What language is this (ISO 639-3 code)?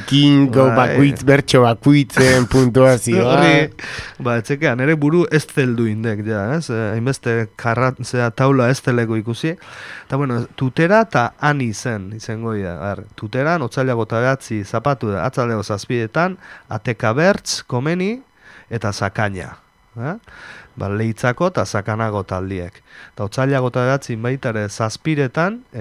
eus